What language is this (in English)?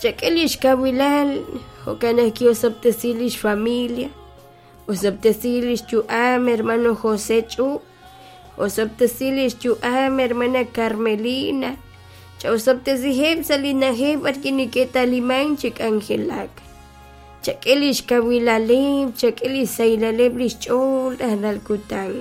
Kekchí